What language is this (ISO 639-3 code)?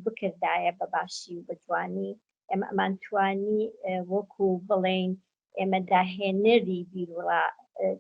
ckb